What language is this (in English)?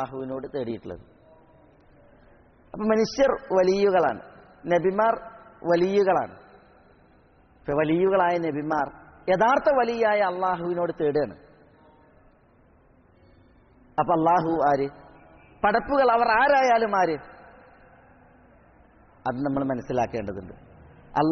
Malayalam